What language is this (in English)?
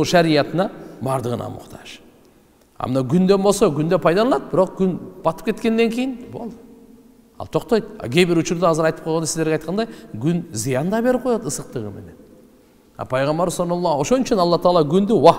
Kyrgyz